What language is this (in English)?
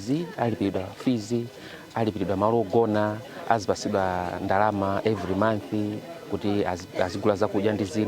Nyanja